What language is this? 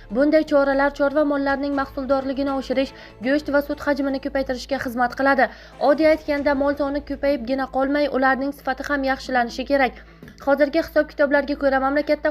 Uzbek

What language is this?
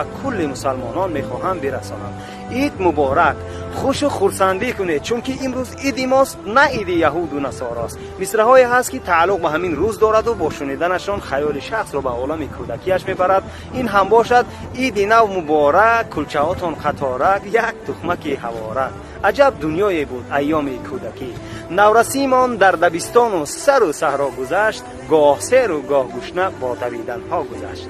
Tajik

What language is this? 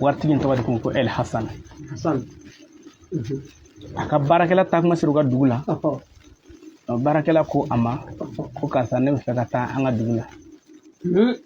Bambara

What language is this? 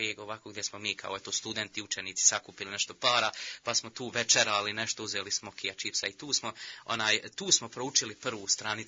Bosnian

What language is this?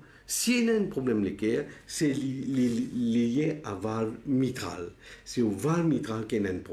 Morisyen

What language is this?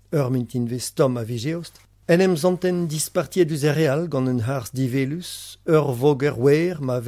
Breton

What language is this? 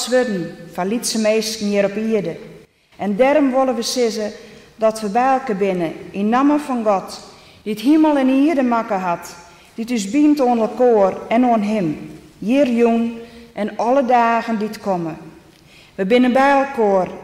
Western Frisian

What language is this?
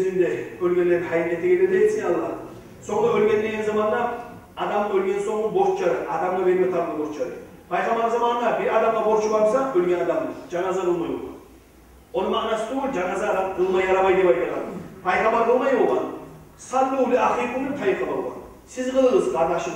Kumyk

